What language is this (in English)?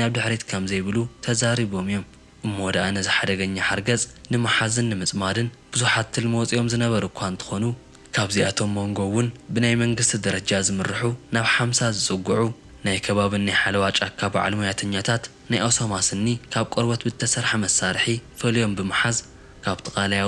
Tigrinya